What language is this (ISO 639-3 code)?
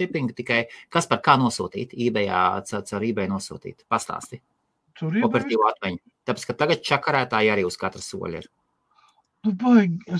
lav